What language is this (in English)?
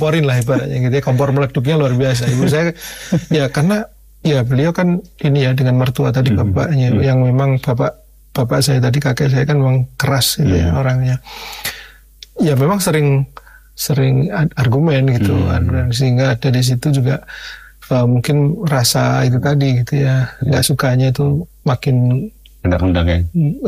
Indonesian